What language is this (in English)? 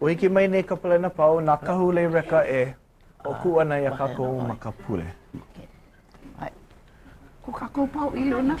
Hawaiian